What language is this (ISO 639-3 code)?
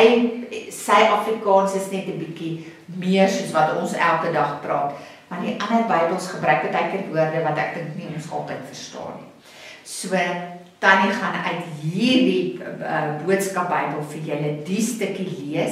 afr